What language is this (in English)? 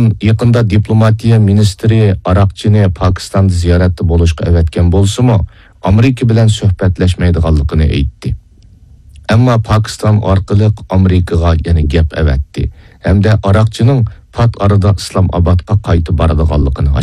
Uyghur